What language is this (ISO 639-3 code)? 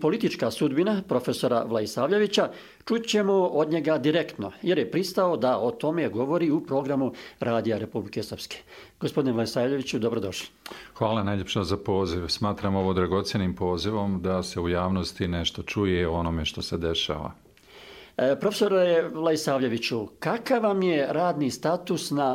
bos